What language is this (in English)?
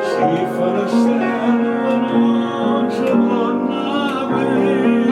Neapolitan